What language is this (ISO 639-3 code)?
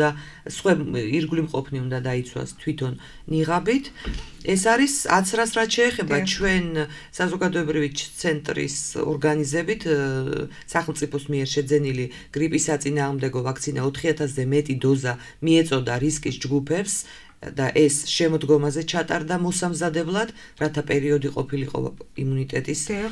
kat